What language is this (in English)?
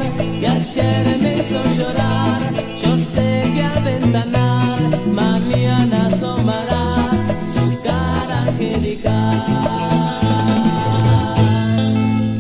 Spanish